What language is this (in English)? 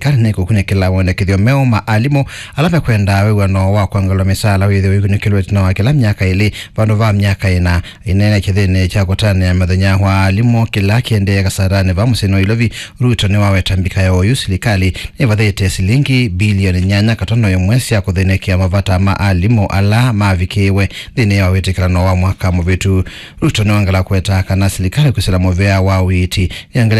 Kamba